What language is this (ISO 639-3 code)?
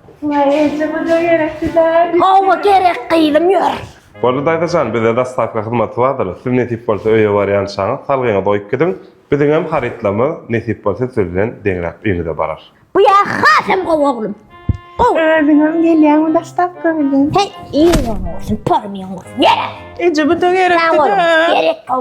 tuk